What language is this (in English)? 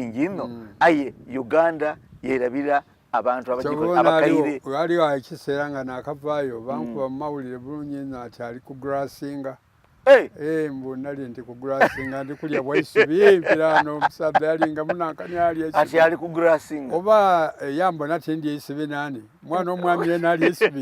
Soga